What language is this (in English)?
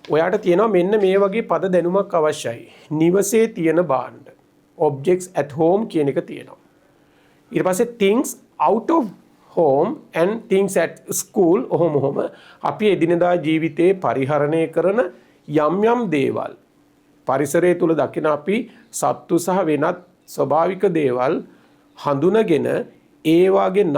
Sinhala